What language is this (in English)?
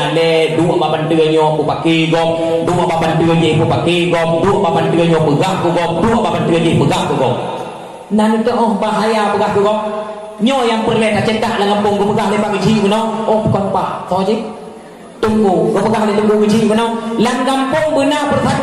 Achinese